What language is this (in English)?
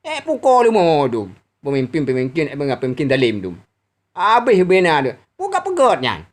Achinese